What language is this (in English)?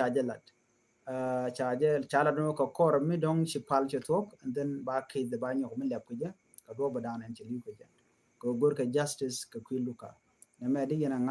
Nuer